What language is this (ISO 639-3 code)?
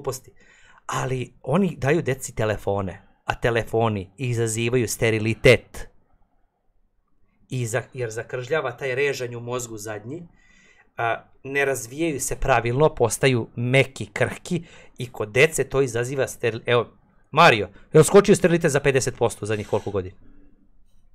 srp